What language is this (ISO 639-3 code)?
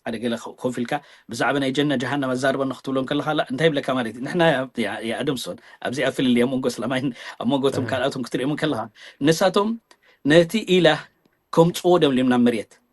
tir